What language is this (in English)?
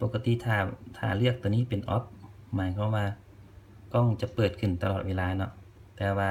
Lao